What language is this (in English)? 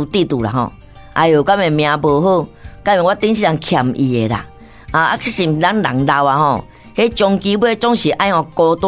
Min Nan Chinese